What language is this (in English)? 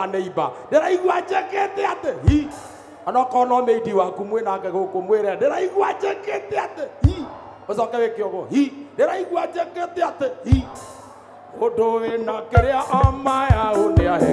Kikuyu